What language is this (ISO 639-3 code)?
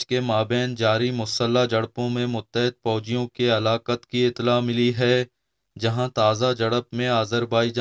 urd